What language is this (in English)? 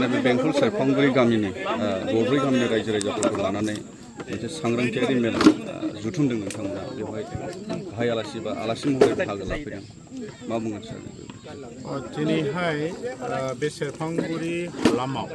Bodo